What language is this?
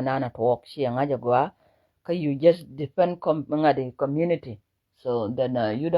Nuer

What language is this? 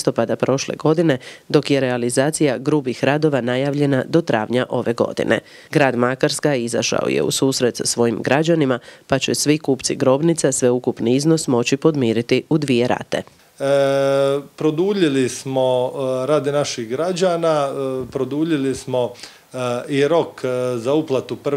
Croatian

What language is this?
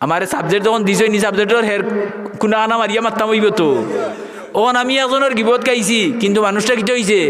Sylheti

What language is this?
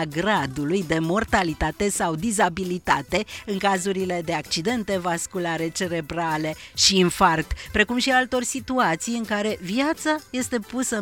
Romanian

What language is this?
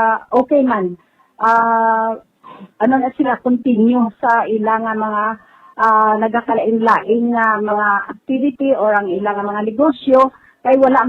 Hiligaynon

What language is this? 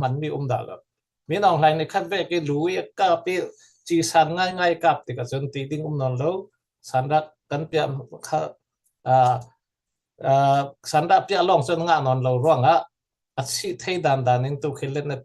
Falam Chin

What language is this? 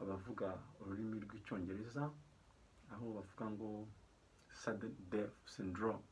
Kinyarwanda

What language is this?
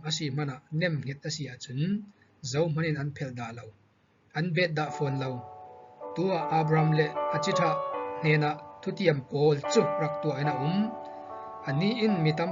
Falam Chin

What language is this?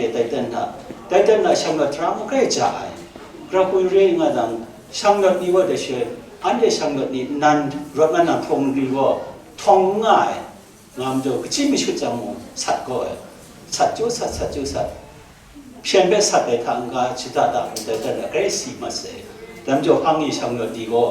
Kachin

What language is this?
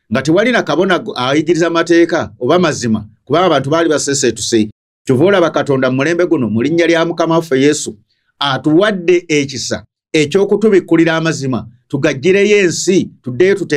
Ganda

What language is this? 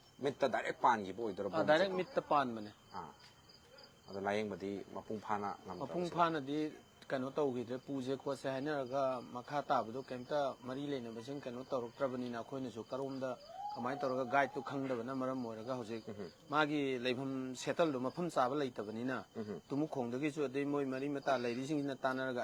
Manipuri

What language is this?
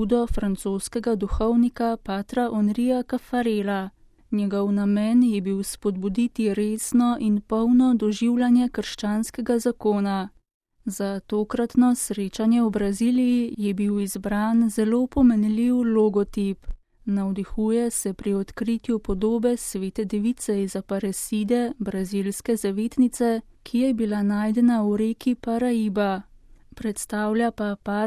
Slovenian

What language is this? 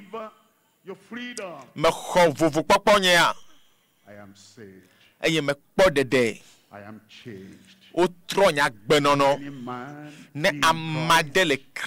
Ewe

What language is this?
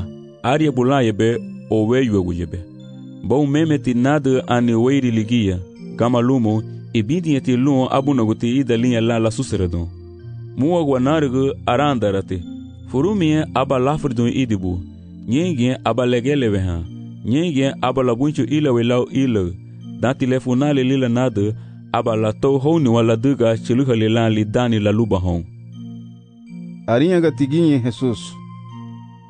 Garifuna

